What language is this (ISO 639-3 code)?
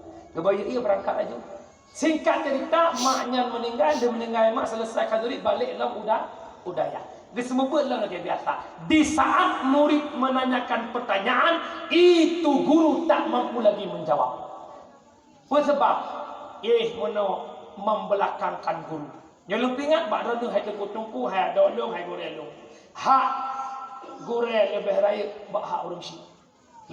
ace